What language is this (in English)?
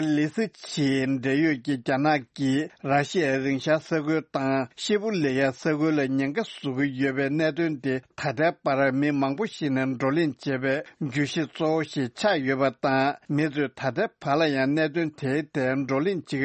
Tibetan